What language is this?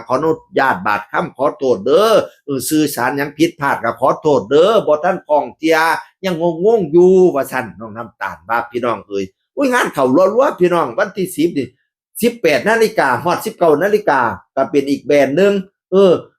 Northeastern Thai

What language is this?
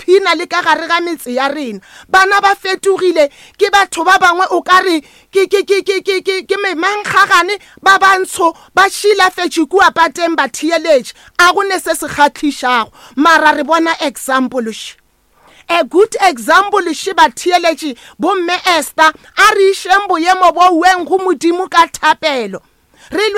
Northern Sotho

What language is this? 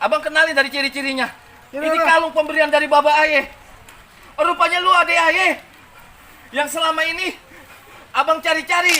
Betawi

